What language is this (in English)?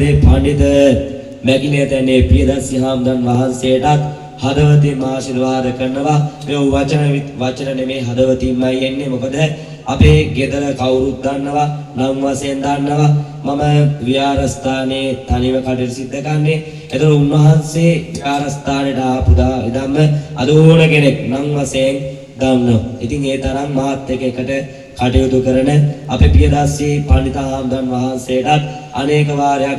Sinhala